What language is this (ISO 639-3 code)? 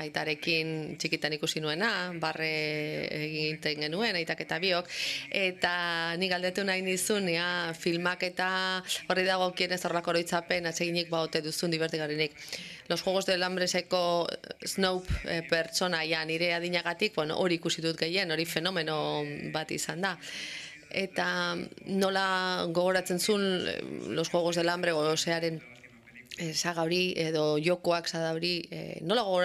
eus